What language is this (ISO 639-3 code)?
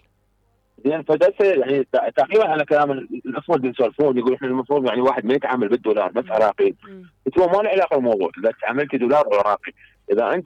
acm